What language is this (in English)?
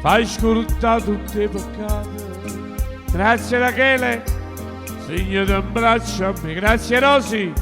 Neapolitan